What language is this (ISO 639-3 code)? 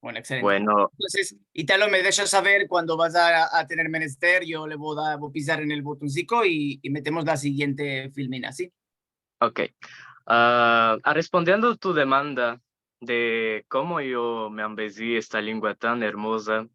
lad